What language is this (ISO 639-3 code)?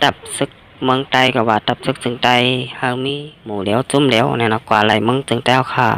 shn